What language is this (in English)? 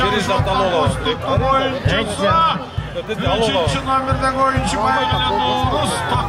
Kyrgyz